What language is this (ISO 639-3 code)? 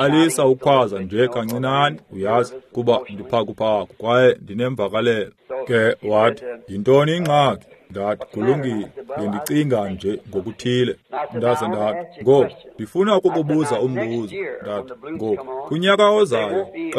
xho